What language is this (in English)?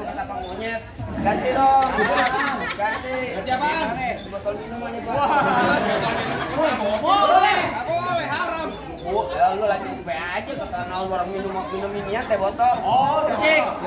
Betawi